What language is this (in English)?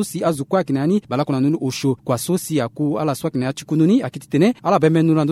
Sango